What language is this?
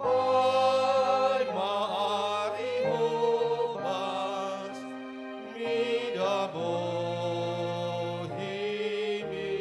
Batak Toba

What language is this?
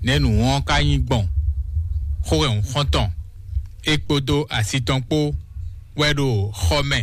Fon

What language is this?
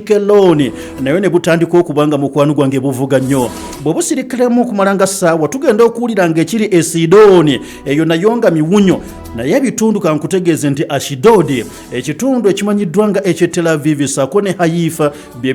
Ganda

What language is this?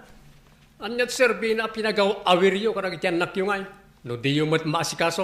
Iloko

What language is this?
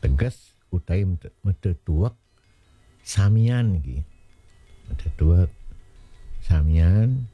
Balinese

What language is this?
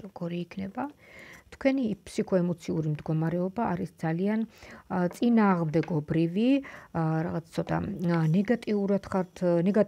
Georgian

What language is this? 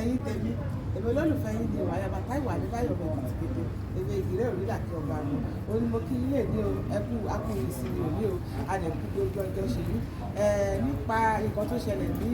Yoruba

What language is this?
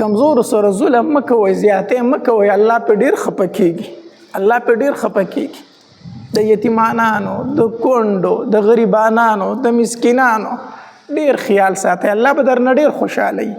Pashto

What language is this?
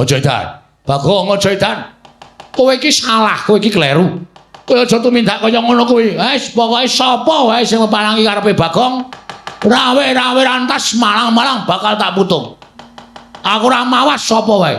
Javanese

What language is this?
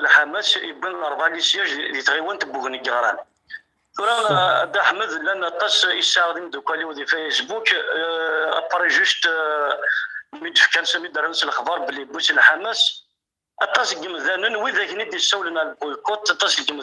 Kabyle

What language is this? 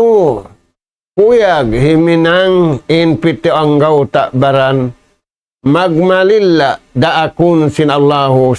Tausug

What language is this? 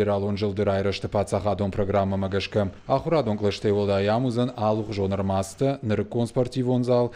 Ossetic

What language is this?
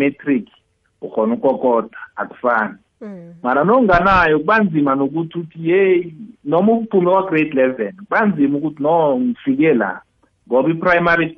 South Ndebele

